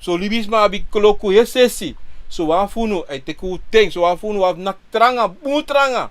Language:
Sranan Tongo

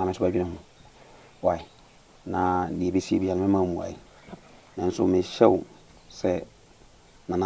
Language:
Akan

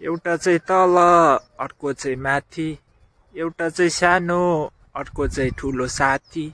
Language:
Nepali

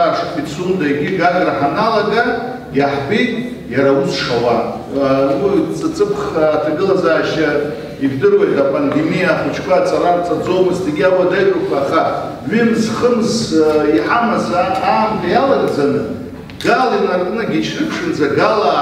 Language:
Abkhazian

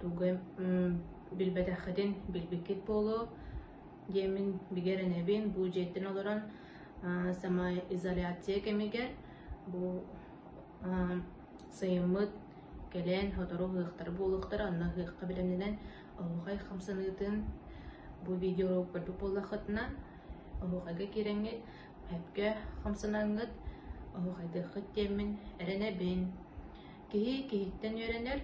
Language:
Yakut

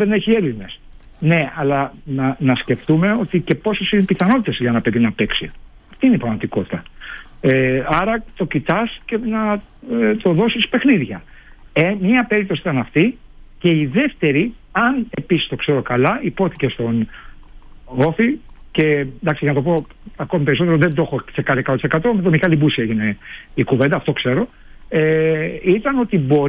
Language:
Greek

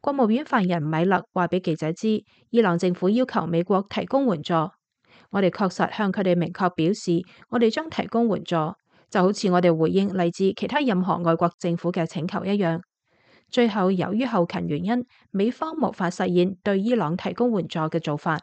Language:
Cantonese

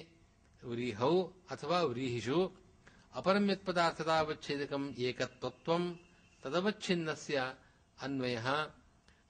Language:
Sanskrit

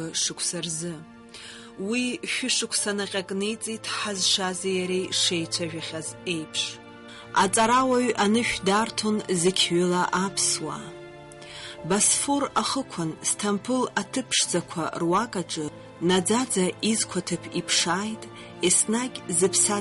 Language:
Abkhazian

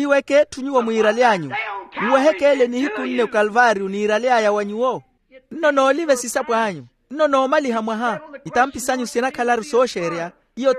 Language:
Makhuwa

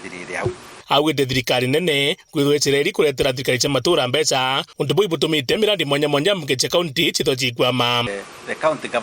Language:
Meru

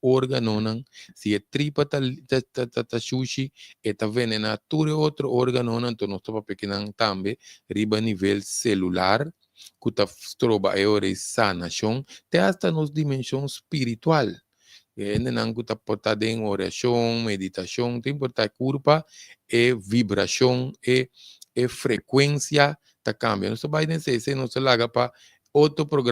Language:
Papiamento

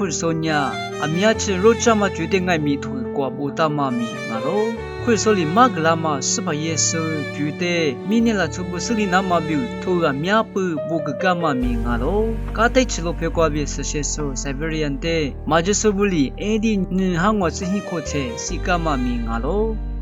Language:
Lisu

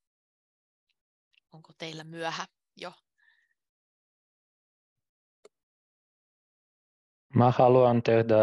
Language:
Finnish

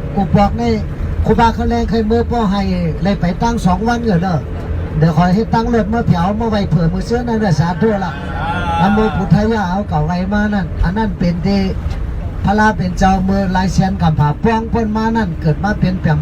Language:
Shan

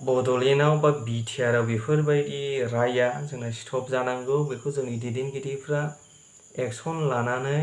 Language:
Bodo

